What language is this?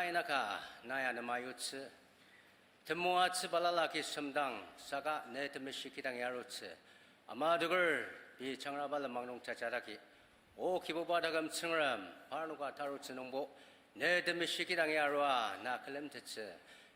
Ao Naga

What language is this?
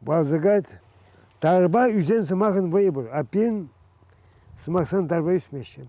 Chuvash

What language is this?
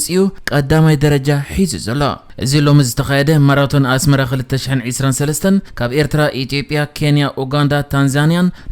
Tigrinya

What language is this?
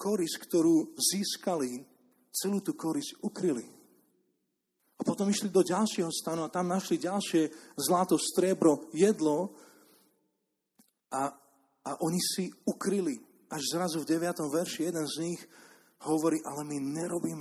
Slovak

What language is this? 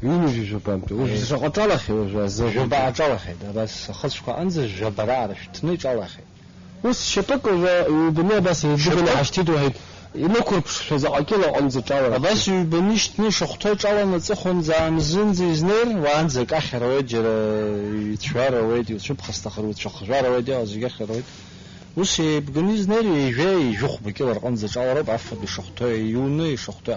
Abkhazian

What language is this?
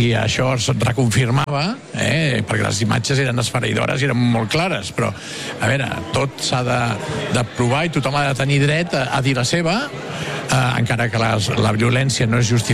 Catalan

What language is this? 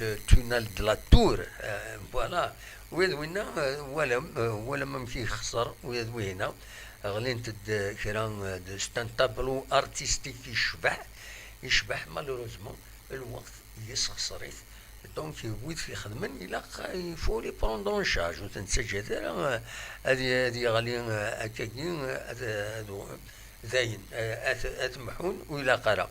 Kabyle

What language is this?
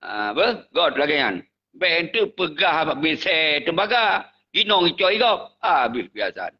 Achinese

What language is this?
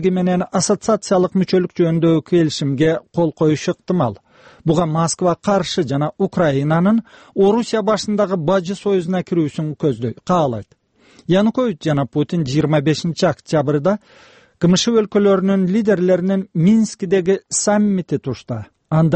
Kyrgyz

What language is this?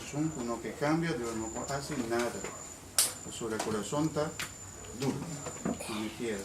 Papiamento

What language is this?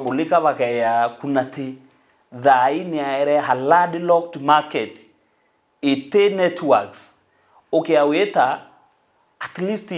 Meru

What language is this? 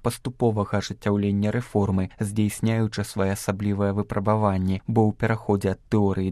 Belarusian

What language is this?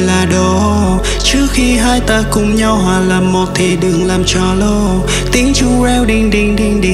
Vietnamese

